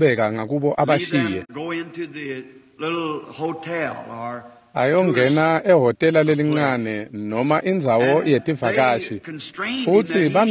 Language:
Swati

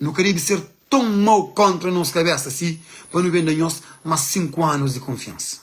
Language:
Kabuverdianu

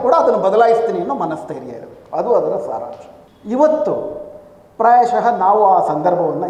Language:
Kannada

